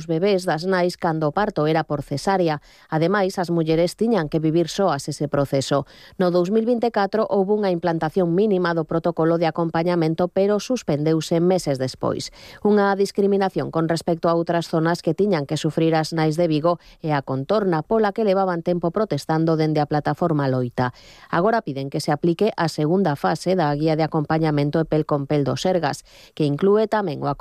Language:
Galician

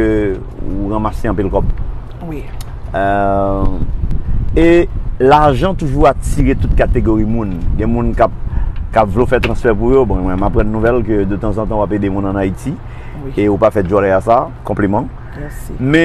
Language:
Haitian Creole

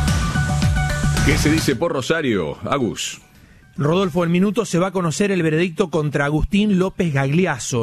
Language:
Spanish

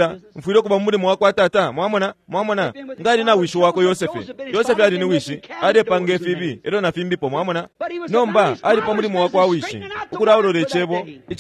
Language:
Bemba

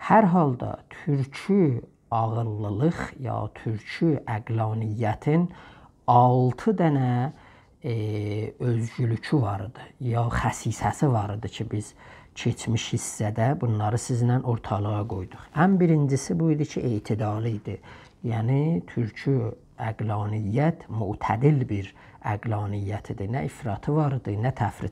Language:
South Azerbaijani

